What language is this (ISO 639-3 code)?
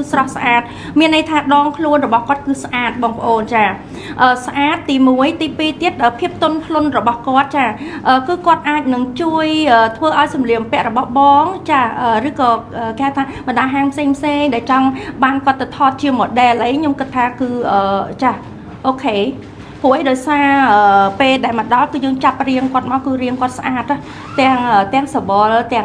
khm